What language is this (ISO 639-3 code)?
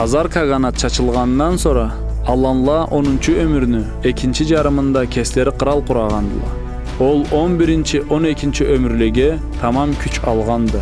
krc